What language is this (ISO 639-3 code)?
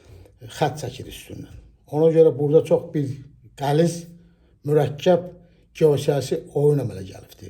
aze